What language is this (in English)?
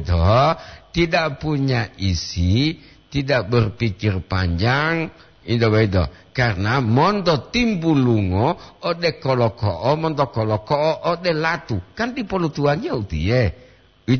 Gorontalo